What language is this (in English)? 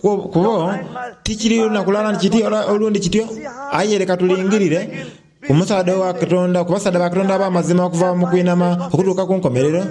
Soga